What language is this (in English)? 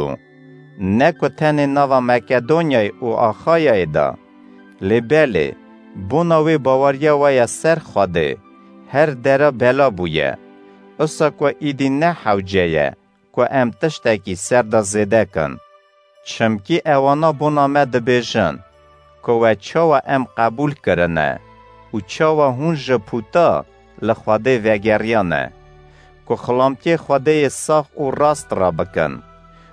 Kurdish